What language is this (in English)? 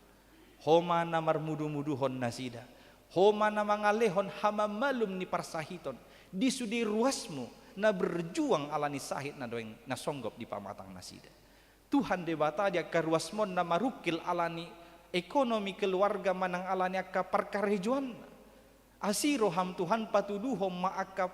Batak Toba